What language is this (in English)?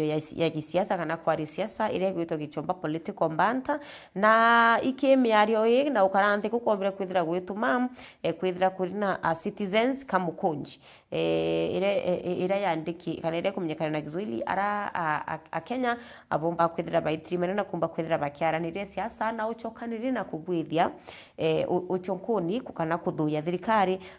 Meru